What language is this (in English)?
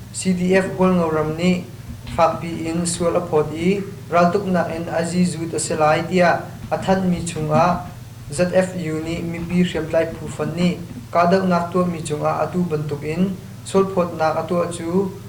Hakha Chin